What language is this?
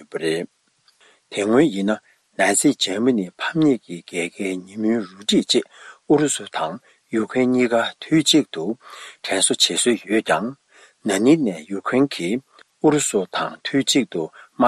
Tibetan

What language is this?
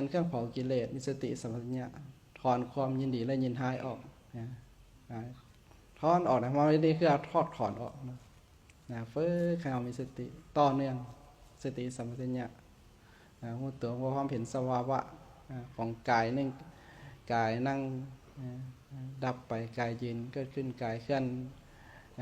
Lao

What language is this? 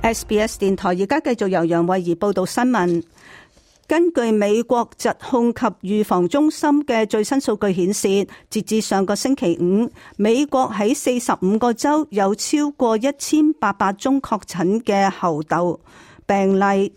Cantonese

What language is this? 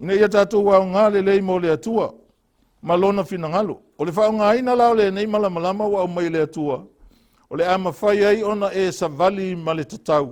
Samoan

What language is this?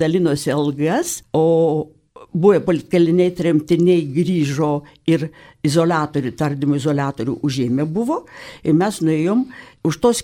Lithuanian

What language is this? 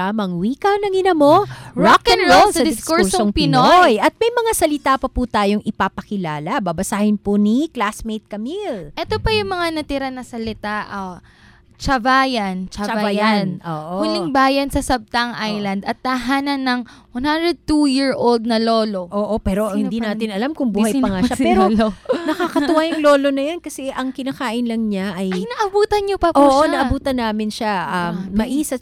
Filipino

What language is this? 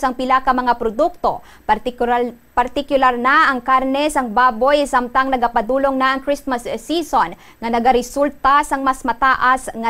Hiligaynon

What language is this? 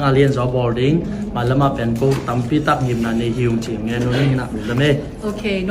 Tedim Chin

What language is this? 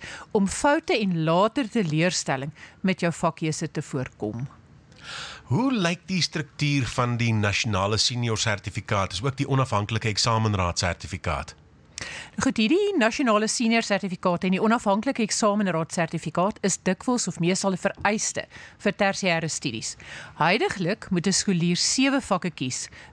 Afrikaans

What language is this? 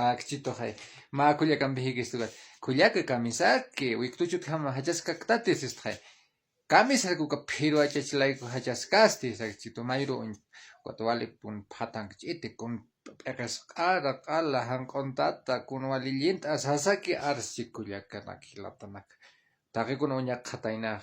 Aymara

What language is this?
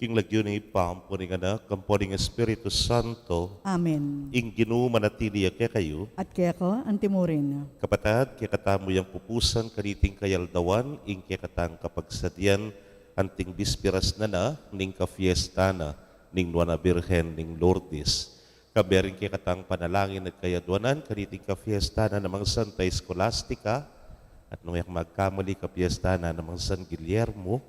Pampanga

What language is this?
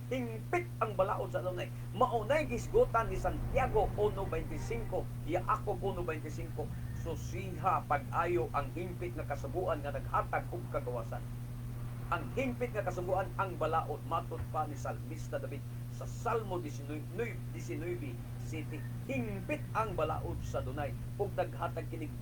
Cebuano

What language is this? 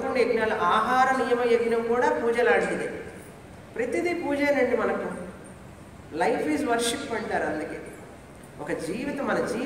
Telugu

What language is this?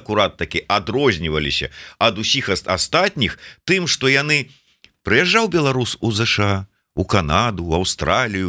Belarusian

